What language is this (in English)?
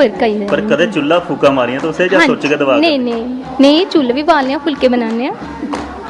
Dogri